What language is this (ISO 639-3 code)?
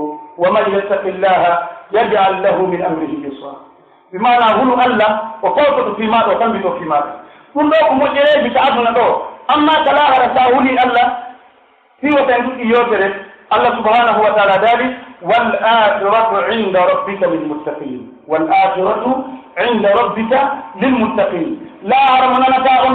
fuf